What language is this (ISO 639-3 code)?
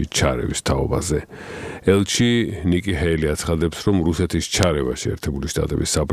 kat